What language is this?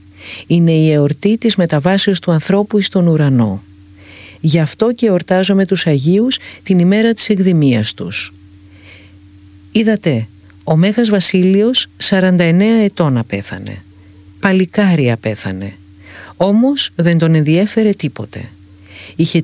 Greek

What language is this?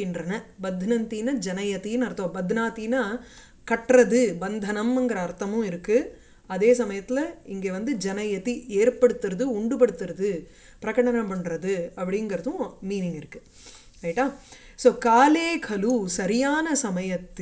Tamil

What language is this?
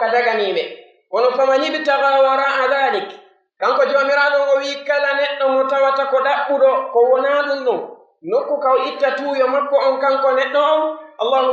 Pular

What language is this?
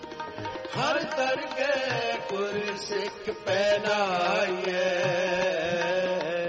Punjabi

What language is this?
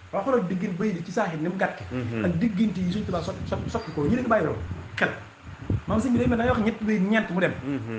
Wolof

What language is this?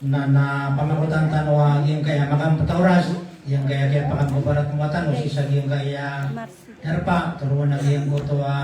Maranao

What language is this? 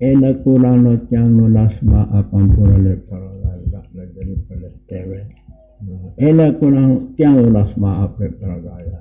Sasak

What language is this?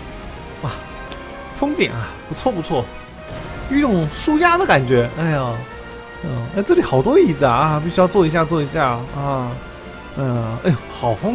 Chinese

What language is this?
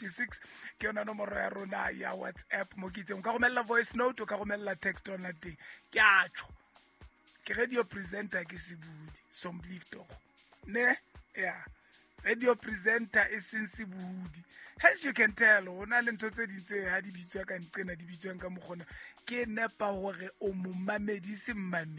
Southern Sotho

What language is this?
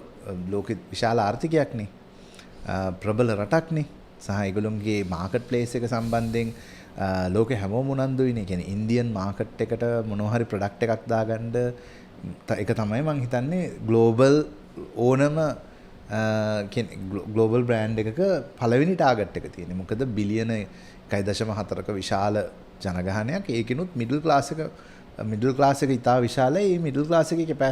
Sinhala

